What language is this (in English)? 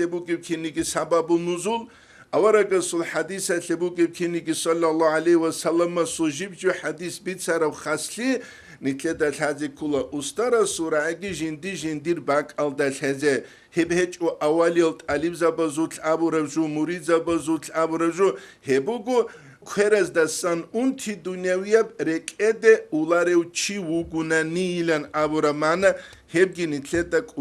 Avaric